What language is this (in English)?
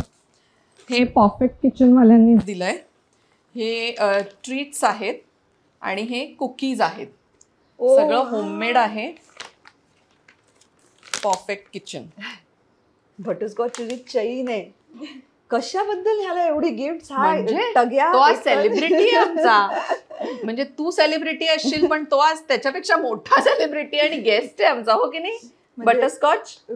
Marathi